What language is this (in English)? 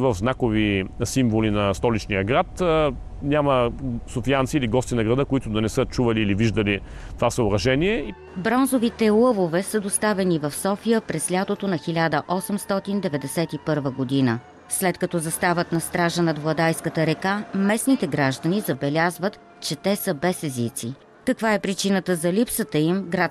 Bulgarian